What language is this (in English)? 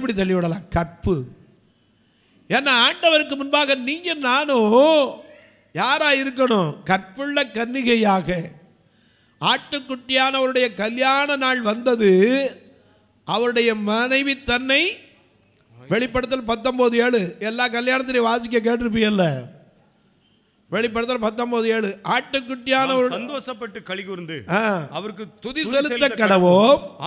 Tamil